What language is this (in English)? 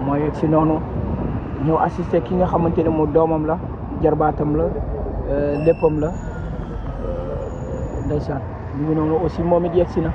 Wolof